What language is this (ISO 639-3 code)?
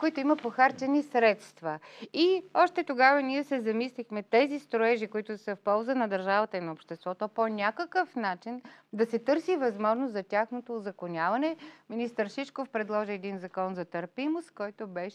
bul